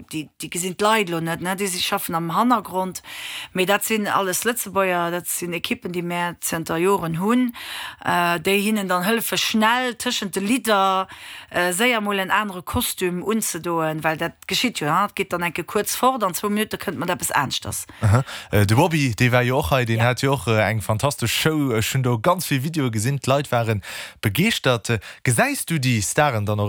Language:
Luxembourgish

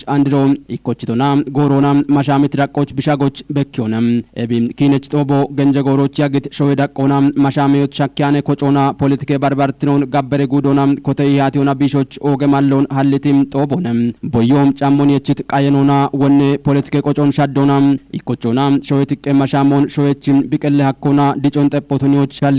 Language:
Kafa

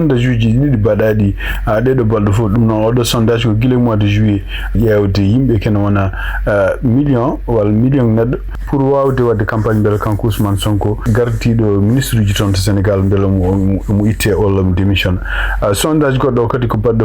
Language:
Fula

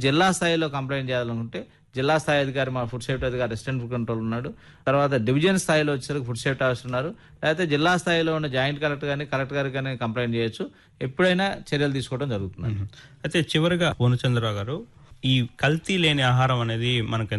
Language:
Telugu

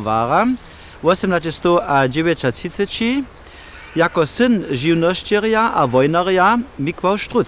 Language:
Upper Sorbian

